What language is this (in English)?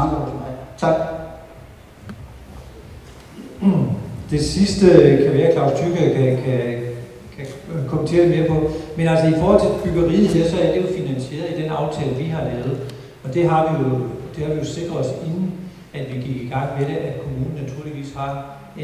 Danish